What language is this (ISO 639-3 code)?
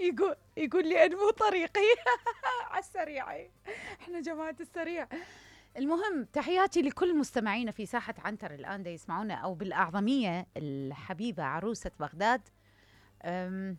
acm